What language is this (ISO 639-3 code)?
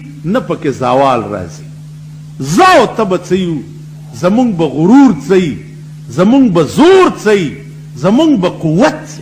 pus